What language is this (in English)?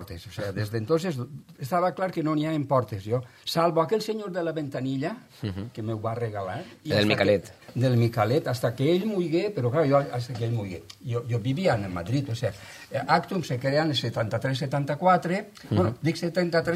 Catalan